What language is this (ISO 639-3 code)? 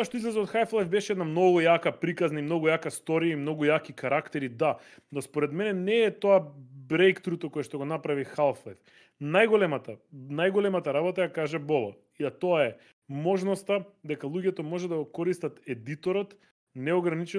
mkd